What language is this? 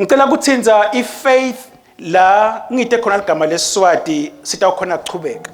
Swati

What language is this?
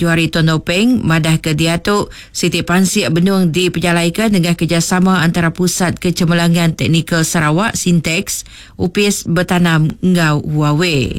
Iban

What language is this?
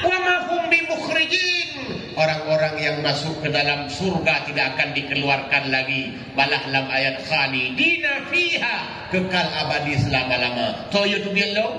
Achinese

